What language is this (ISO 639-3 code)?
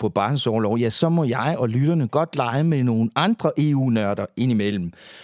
dan